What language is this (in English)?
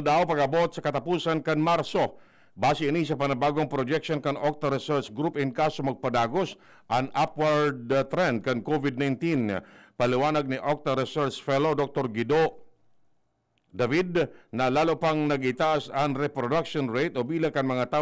Bikol